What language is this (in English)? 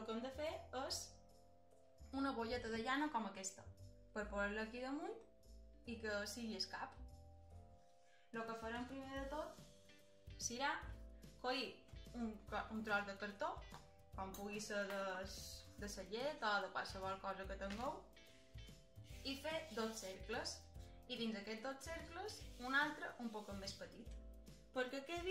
Catalan